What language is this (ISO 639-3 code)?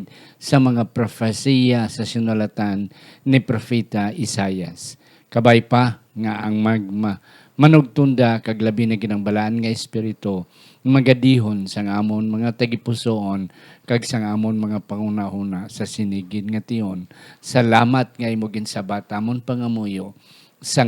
hil